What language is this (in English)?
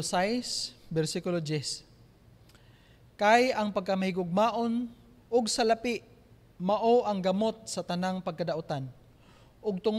Cebuano